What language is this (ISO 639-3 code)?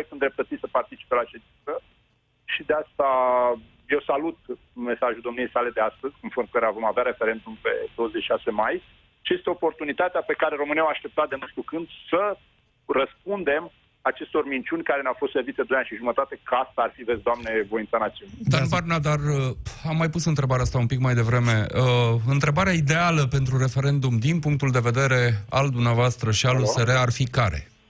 ron